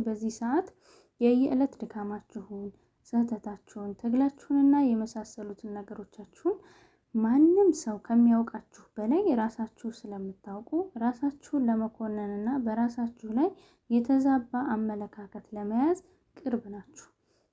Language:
Amharic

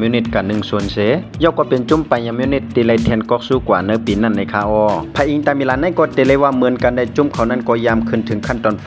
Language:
Shan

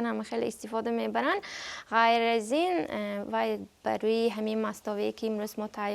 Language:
Tajik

